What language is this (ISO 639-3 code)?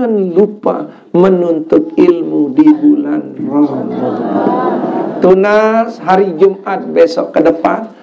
sas